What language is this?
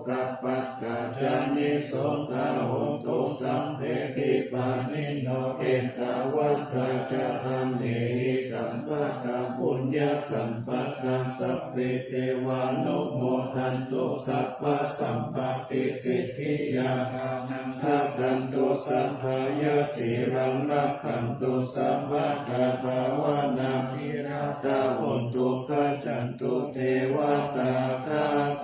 Pali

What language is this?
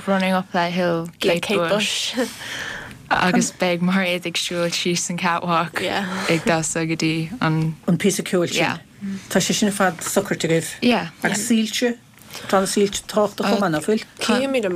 Irish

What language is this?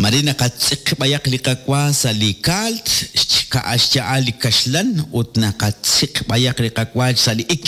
Kekchí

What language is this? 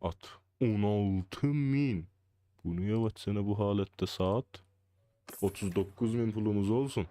South Azerbaijani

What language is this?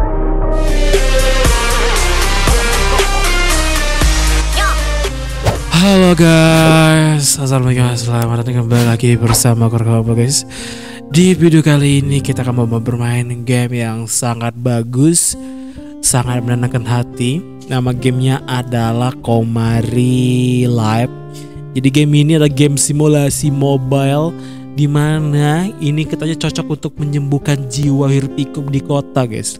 Indonesian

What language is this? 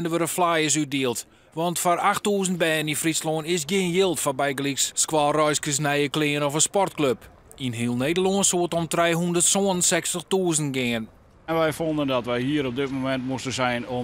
Western Frisian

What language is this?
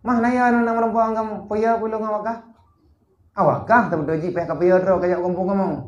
Achinese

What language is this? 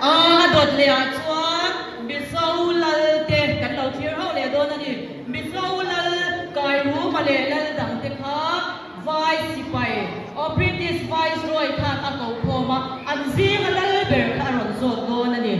Mizo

